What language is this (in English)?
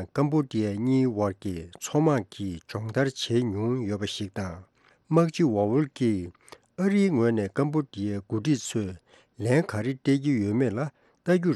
Tibetan